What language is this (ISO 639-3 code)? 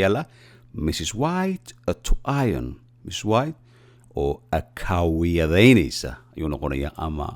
som